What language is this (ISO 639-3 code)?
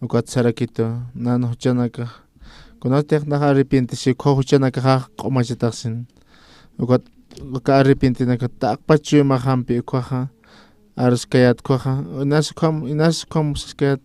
aym